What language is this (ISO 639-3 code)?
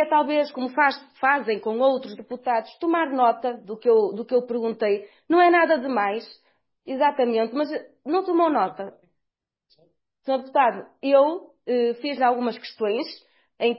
por